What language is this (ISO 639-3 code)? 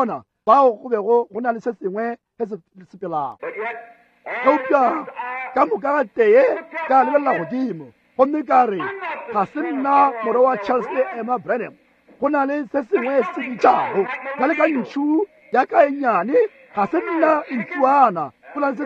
nso